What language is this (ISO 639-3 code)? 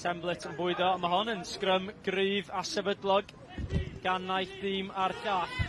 cym